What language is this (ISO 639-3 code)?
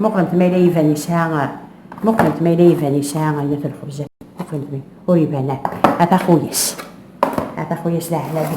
kab